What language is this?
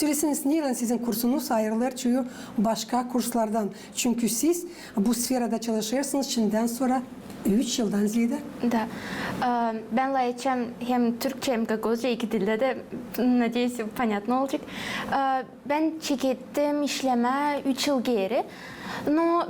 Gagauz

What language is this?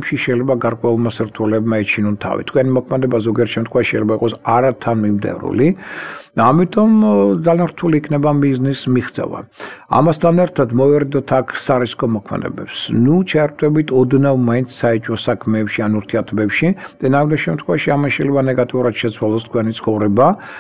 Georgian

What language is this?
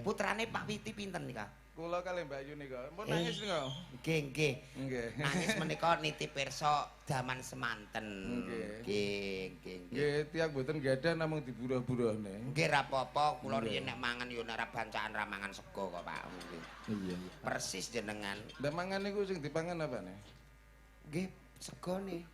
Javanese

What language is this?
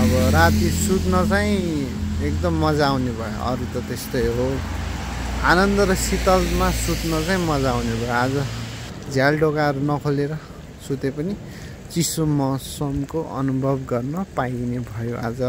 Nepali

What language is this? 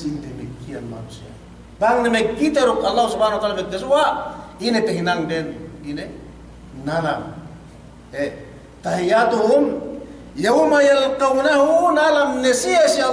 Yakan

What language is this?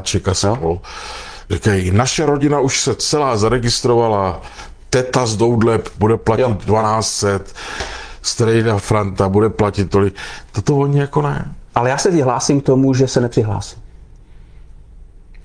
Czech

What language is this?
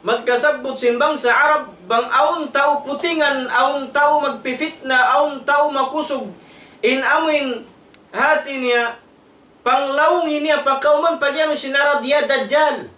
Tausug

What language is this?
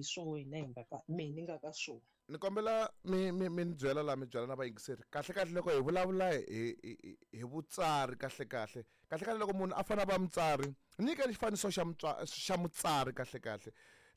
Tsonga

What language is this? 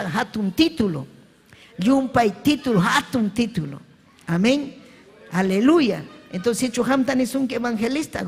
Ayacucho Quechua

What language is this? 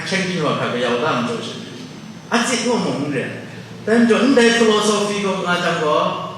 Kachin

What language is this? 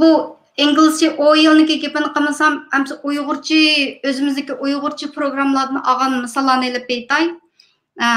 Uyghur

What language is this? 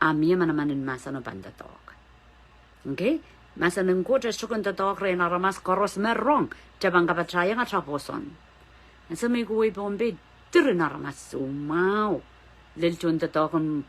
Pohnpeian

